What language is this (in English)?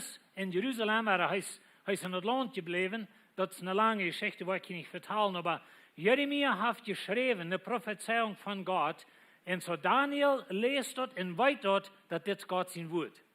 Plautdietsch